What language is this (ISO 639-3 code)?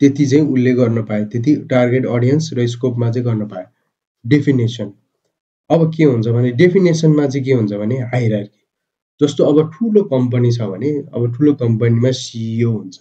nep